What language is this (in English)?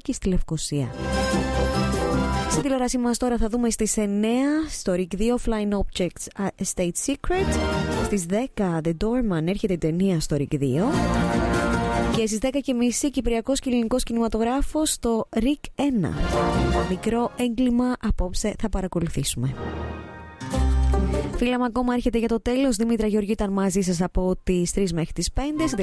Greek